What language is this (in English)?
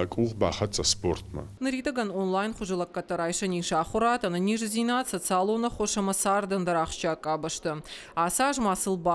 Ossetic